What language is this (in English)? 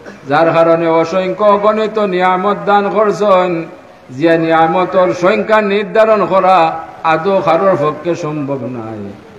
Sylheti